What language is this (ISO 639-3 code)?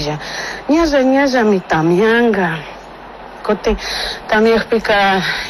qug